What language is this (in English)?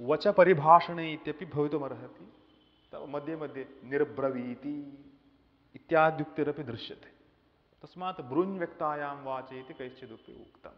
Sanskrit